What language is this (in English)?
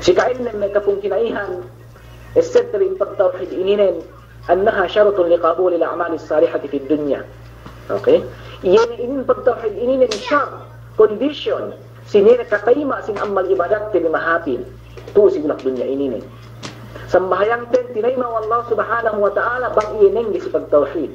Yakan